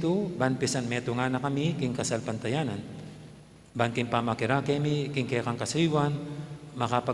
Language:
Pampanga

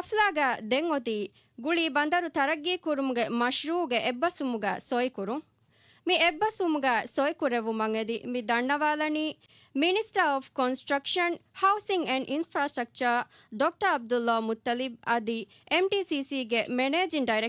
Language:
Divehi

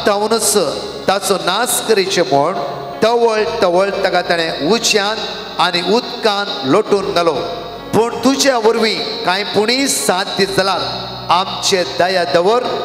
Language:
Konkani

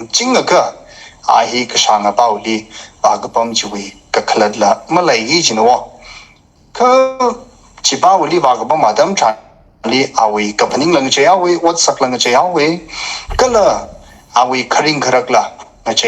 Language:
Tangkhul Naga (India)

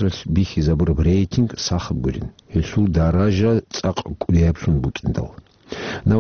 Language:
Avaric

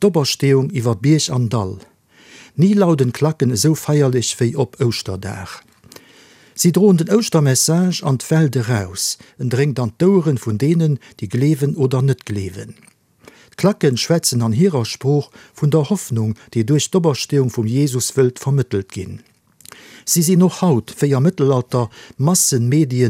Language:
Luxembourgish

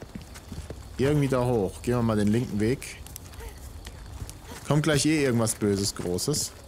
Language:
German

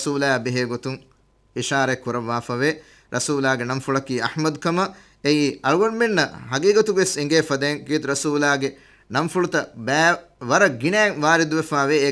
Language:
Divehi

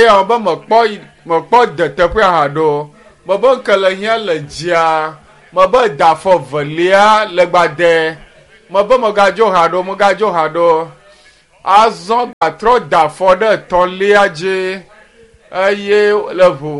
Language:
Ewe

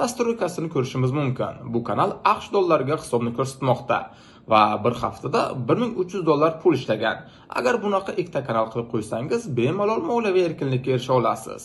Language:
Uzbek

